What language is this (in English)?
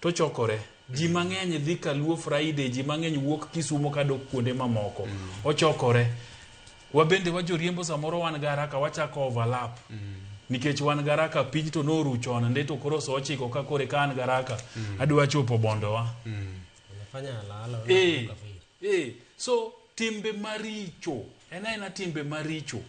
Luo (Kenya and Tanzania)